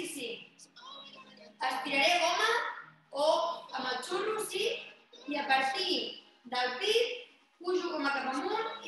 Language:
Catalan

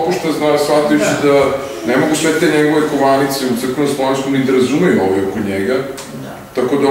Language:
Serbian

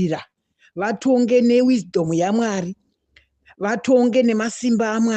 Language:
Shona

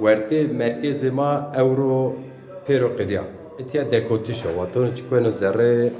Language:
Zaza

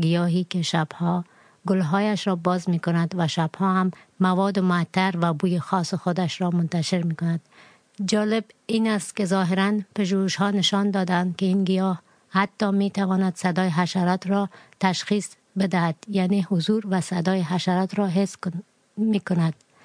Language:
Persian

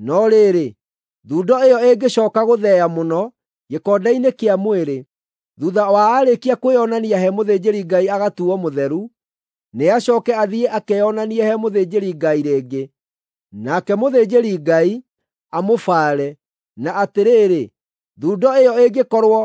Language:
Kikuyu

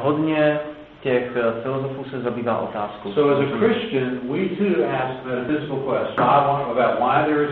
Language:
Czech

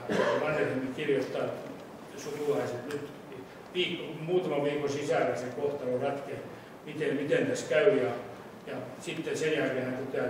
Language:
Finnish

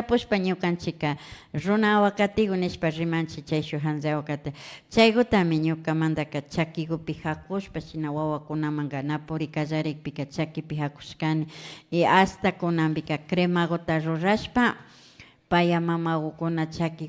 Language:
Imbabura Highland Quichua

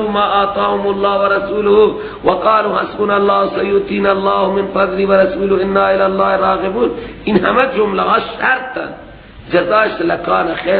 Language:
Persian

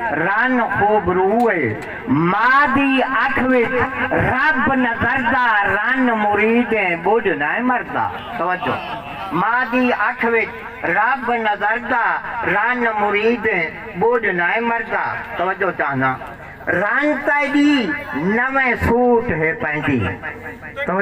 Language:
Saraiki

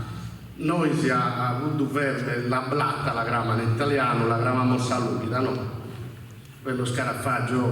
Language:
Sardinian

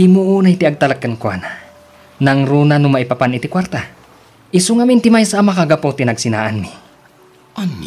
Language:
Iloko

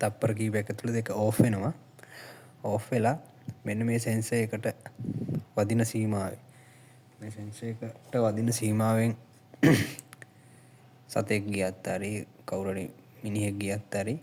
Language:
Sinhala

